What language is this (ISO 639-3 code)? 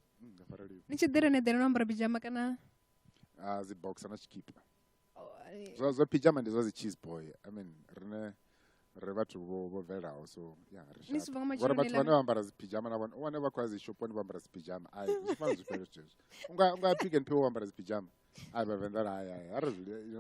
ven